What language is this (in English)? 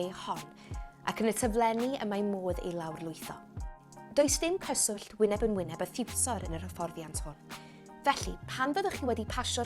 Welsh